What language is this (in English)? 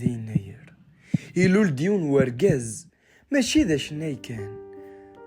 Kabyle